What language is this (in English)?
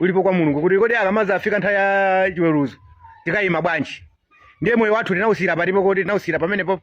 Nyanja